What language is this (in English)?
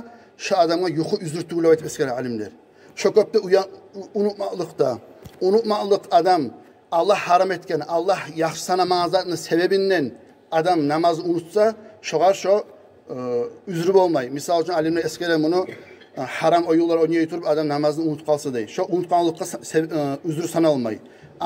Kumyk